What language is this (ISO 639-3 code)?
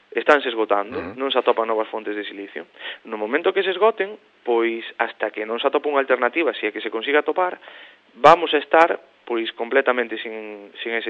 glg